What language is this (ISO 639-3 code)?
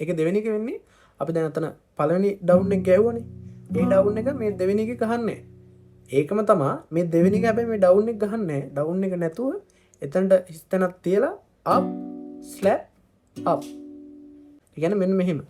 sin